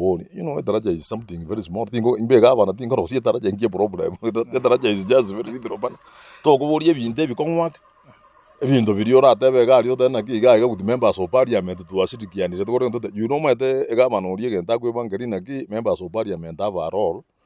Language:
Gusii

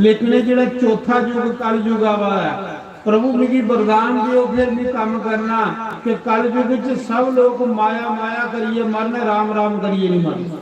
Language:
Dogri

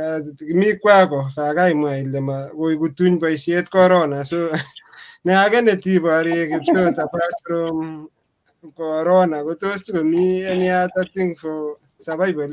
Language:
Kalenjin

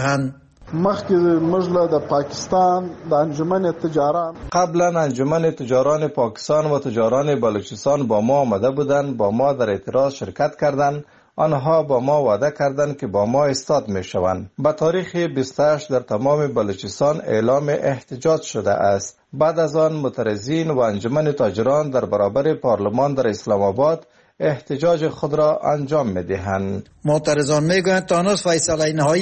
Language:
Persian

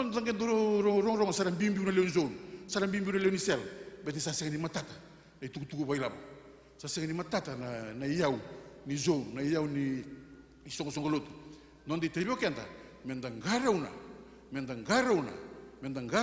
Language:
Fijian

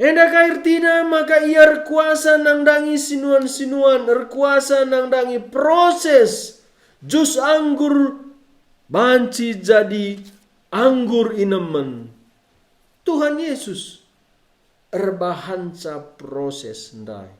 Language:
Batak Karo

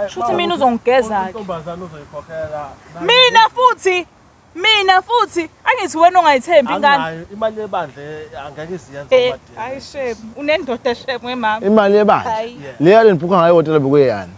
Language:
Zulu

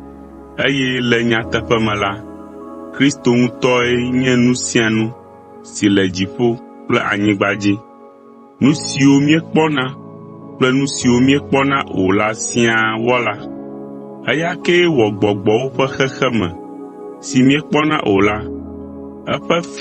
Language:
Ewe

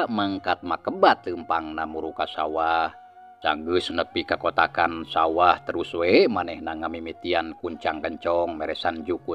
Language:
Sundanese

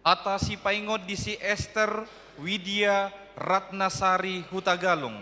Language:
Batak Toba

